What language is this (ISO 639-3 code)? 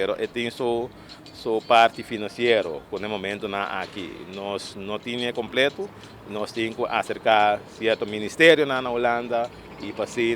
pap